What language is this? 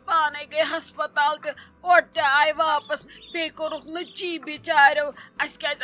Kashmiri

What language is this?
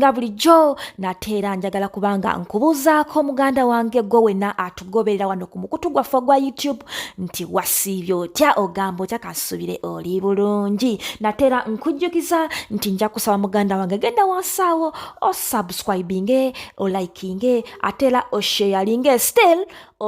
Ganda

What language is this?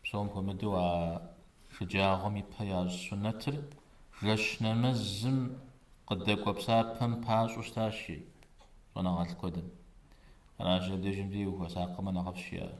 Kabardian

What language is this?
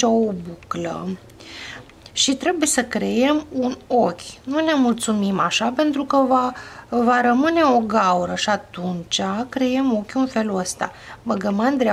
Romanian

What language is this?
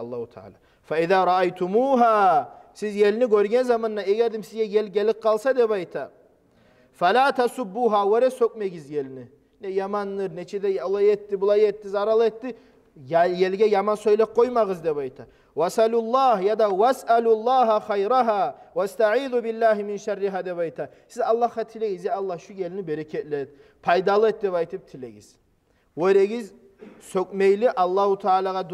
Kumyk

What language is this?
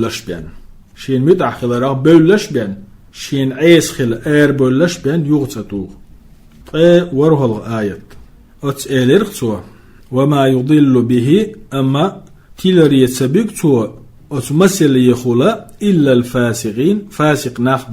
Chechen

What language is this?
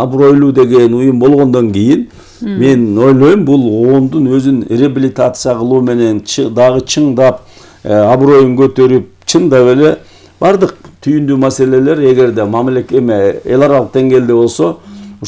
Kyrgyz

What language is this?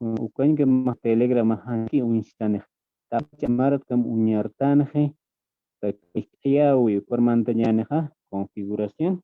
Aymara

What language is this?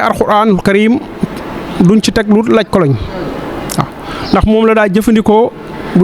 Wolof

